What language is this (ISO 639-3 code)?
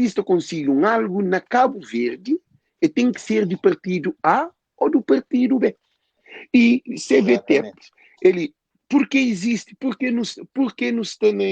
kea